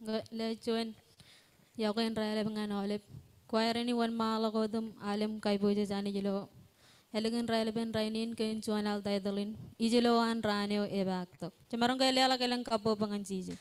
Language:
Marshallese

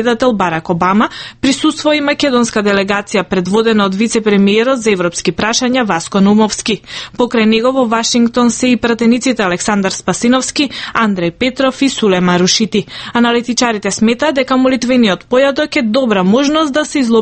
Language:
Macedonian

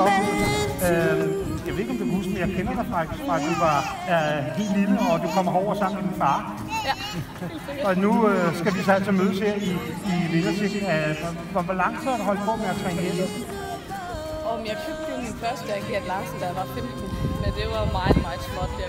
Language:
Danish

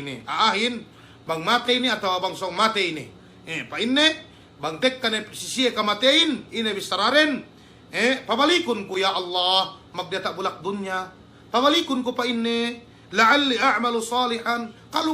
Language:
Yakan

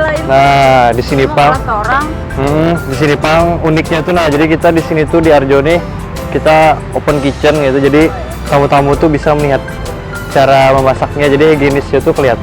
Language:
Banjar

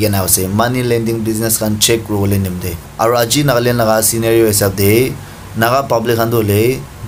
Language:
Naga Pidgin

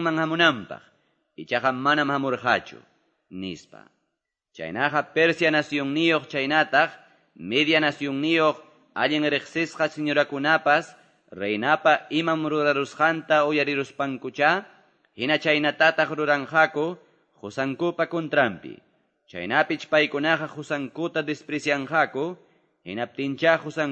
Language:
Quechua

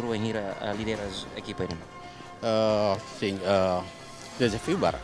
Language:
Tetum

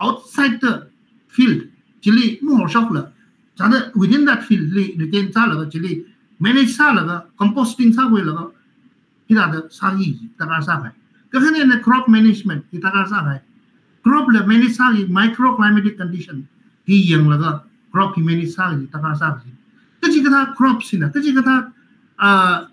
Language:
Tangkhul Naga (India)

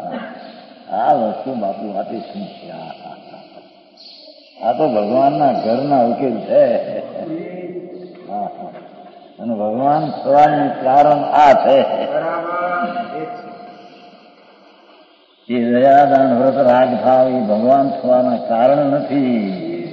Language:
Gujarati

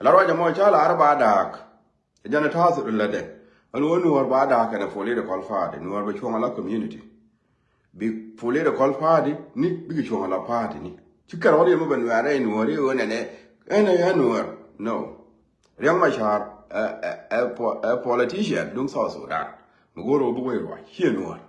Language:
Nuer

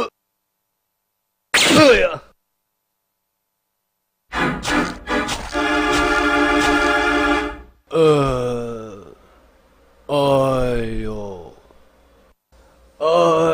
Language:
Chinese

